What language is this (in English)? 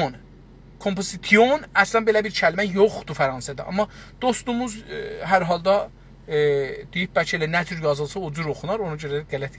South Azerbaijani